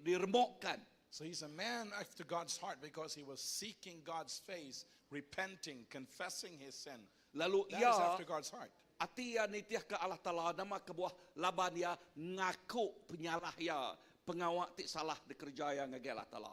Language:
Iban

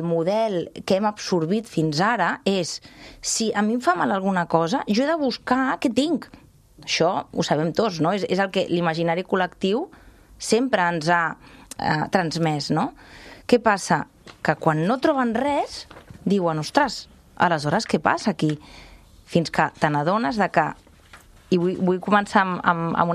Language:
Catalan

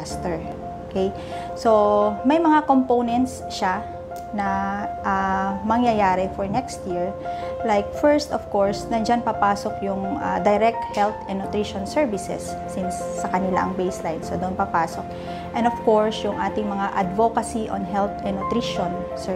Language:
Filipino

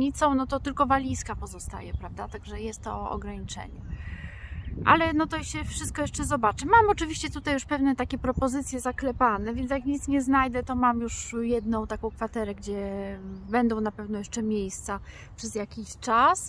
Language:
Polish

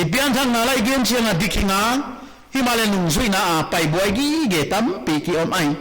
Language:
Paite Chin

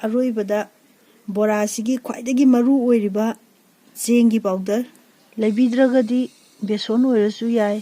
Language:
Manipuri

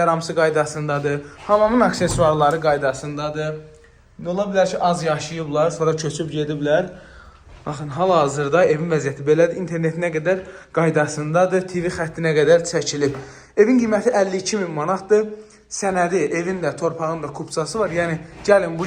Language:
Azerbaijani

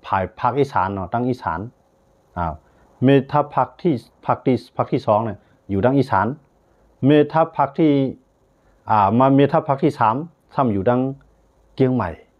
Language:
Shan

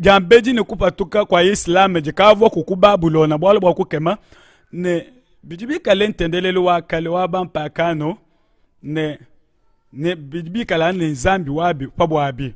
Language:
Luba-Lulua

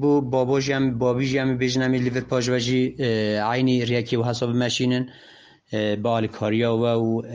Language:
Kurdish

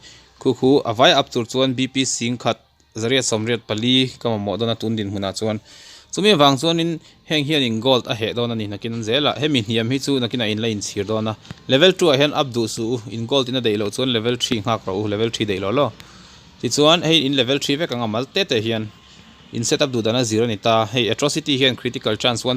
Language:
Mizo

